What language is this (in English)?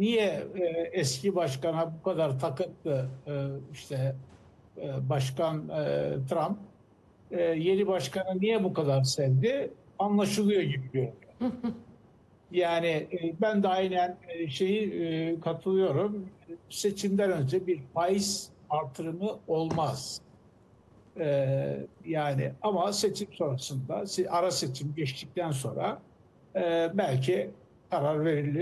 Turkish